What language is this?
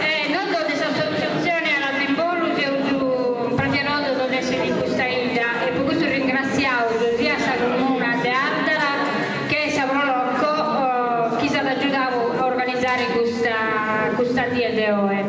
Sardinian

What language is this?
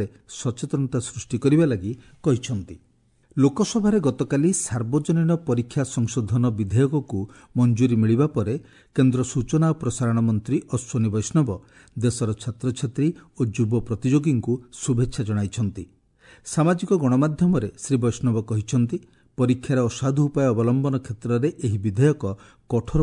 Odia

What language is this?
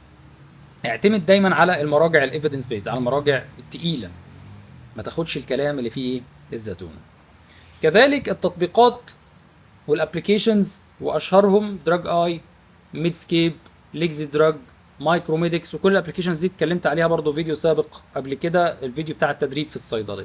Egyptian Arabic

